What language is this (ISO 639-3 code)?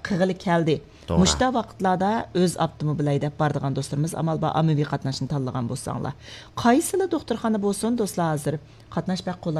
uig